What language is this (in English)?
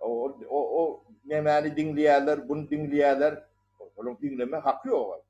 Turkmen